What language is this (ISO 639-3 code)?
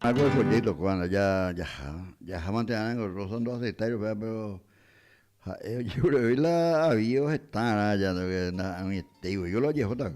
grn